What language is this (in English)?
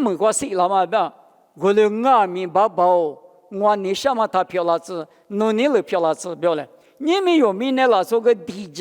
Lisu